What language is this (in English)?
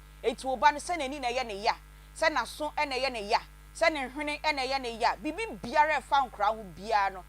Akan